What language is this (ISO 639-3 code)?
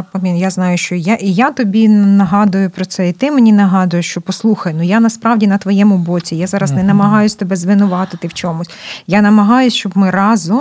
ukr